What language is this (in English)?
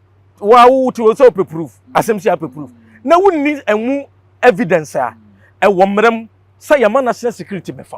Akan